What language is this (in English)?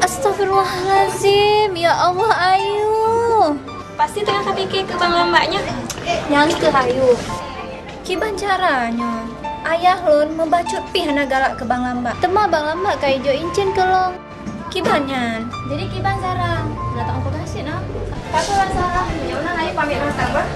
Achinese